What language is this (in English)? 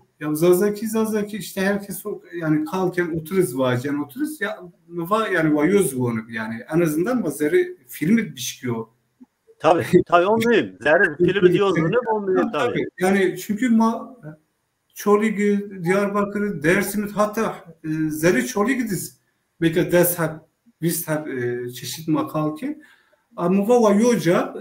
Zaza